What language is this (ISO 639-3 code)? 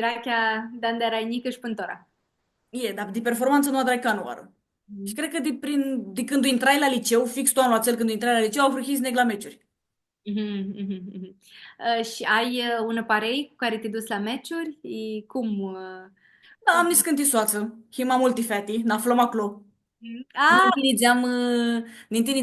rup